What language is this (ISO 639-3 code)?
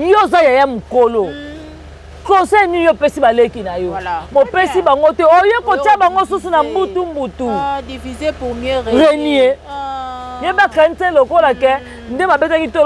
lin